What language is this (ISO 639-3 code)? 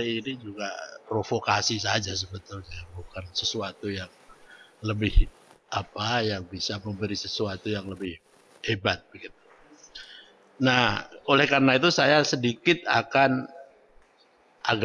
ind